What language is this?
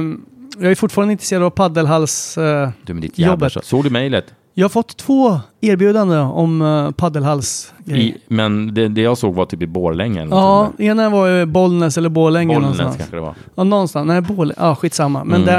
Swedish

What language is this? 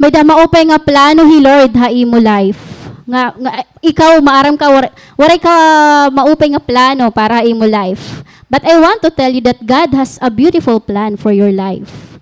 Waray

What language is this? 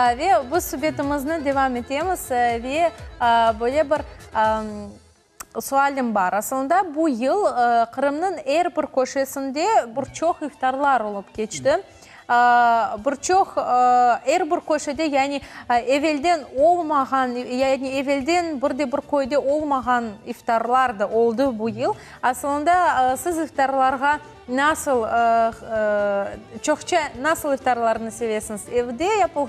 Crimean Tatar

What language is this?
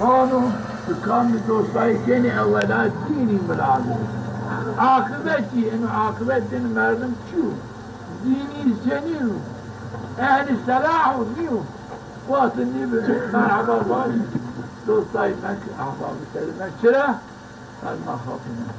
Zaza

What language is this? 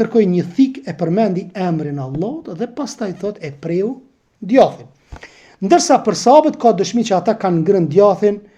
Albanian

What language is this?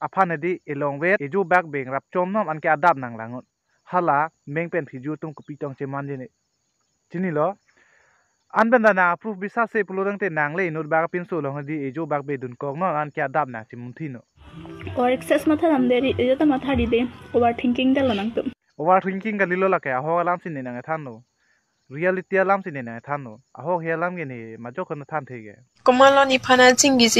Karbi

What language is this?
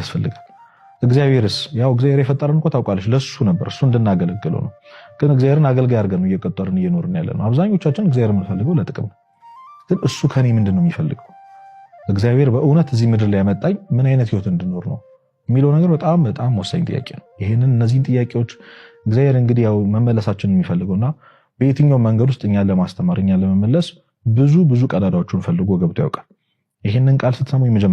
Amharic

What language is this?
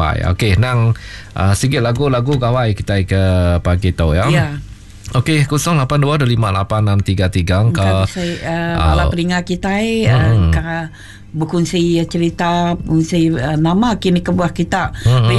Malay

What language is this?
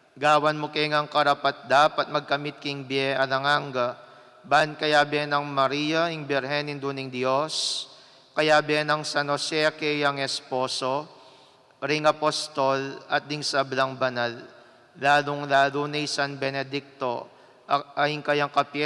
Pampanga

